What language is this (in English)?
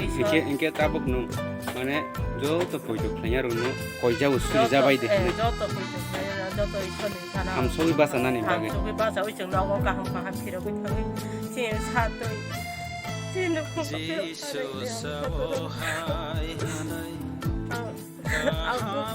Kok Borok